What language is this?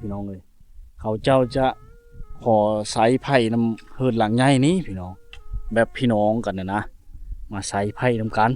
Lao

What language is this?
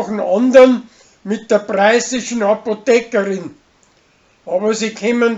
Bavarian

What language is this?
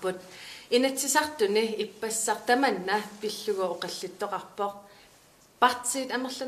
Kalaallisut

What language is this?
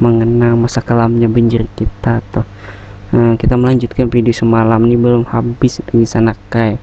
Banjar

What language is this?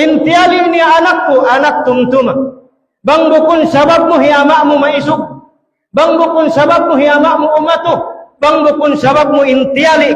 Tausug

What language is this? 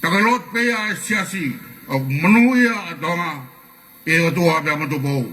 Tongan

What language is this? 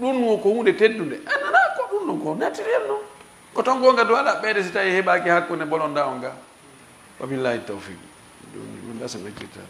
Fula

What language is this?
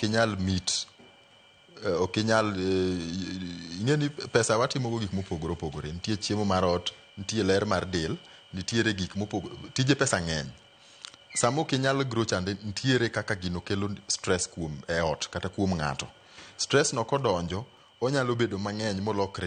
Luo (Kenya and Tanzania)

